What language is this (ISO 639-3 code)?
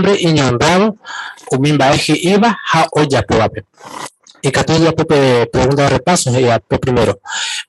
grn